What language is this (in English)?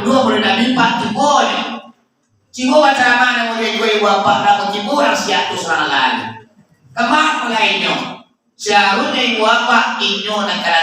Minangkabau